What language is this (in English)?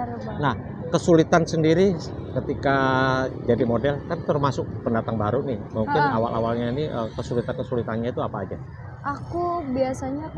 Indonesian